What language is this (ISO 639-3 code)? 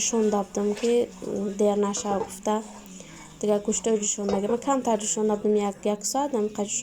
tgk